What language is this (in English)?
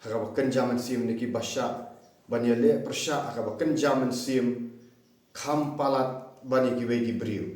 Khasi